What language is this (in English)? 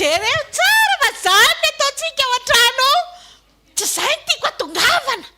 Malagasy